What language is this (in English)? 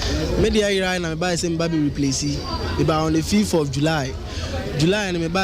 Akan